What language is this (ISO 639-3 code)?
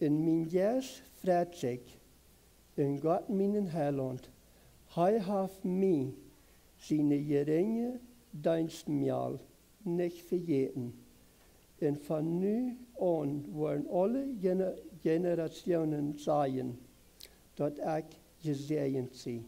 pdt